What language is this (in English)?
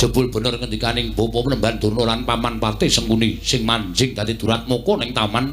Javanese